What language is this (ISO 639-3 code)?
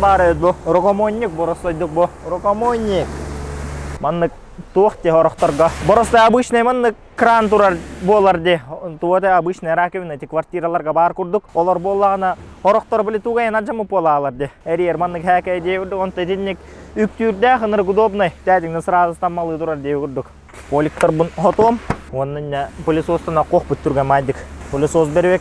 sah